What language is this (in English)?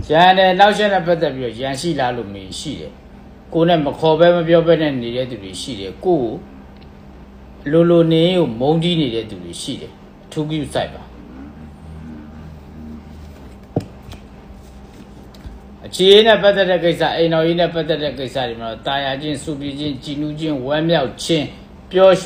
Burmese